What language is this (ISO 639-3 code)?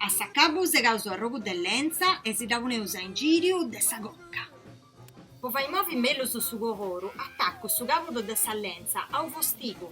srd